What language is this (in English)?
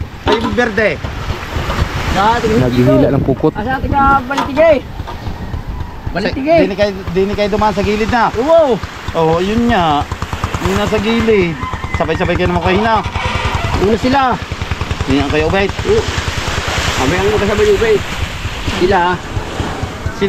Filipino